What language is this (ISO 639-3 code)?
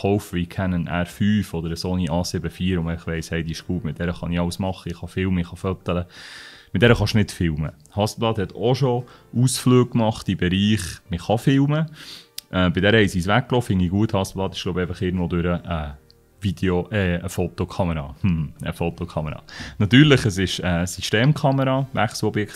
gsw